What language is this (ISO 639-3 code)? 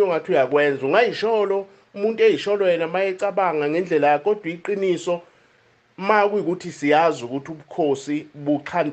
zul